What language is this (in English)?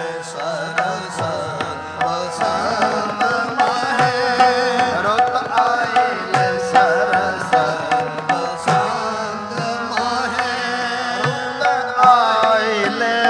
Punjabi